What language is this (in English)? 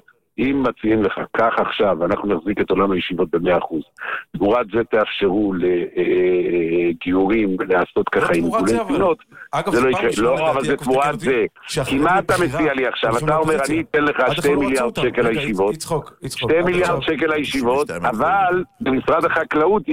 Hebrew